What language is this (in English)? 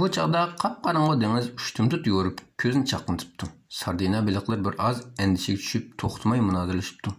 Uyghur